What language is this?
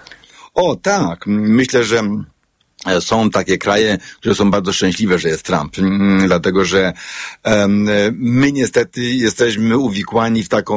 Polish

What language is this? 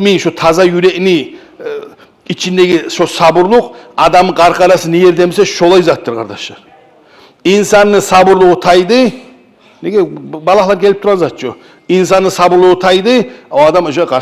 Kumyk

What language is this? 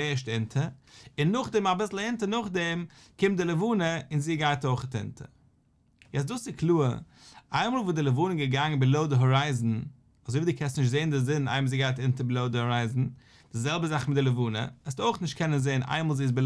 Yiddish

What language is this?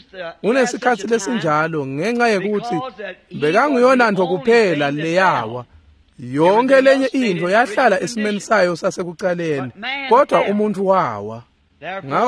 Swati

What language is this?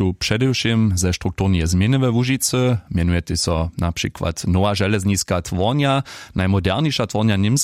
Upper Sorbian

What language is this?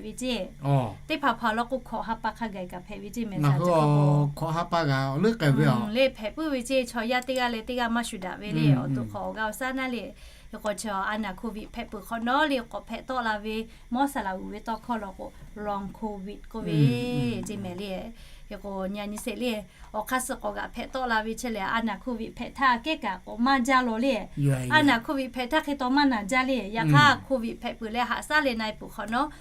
Lahu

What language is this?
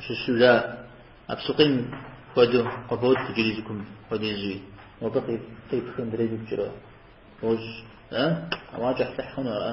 Kabardian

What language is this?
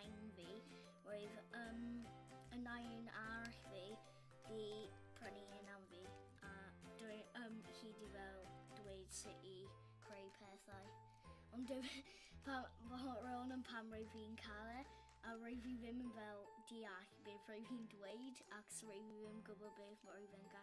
Welsh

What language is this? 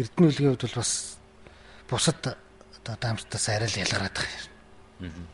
Mongolian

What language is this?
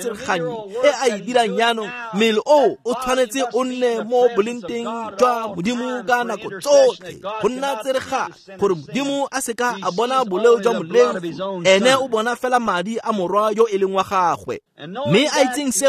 Tswana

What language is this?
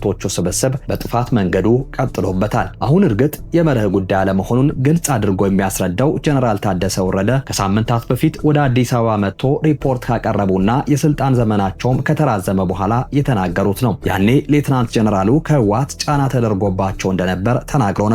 Amharic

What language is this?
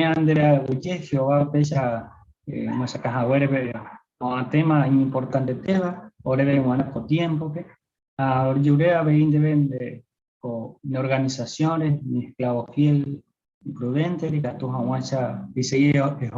Guarani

